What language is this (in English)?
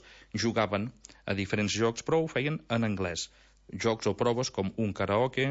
Catalan